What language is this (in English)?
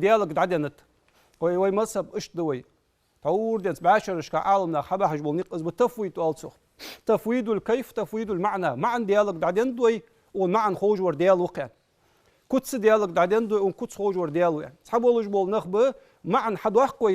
Ingush